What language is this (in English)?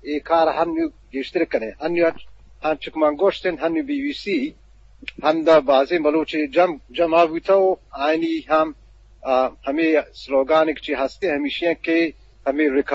Eastern Balochi